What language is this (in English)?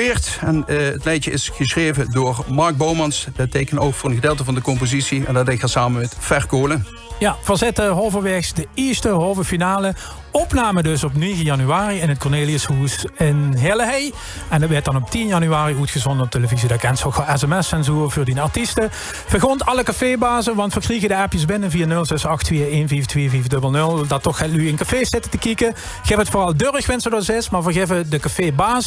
Limburgish